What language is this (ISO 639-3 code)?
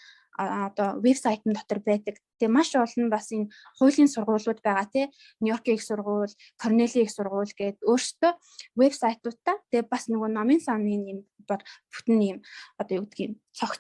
mon